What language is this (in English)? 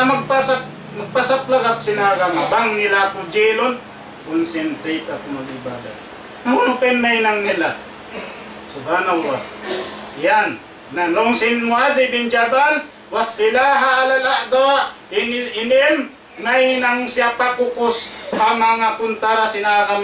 Tausug